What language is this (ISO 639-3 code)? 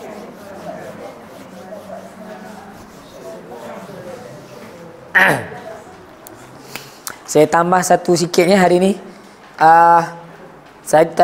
msa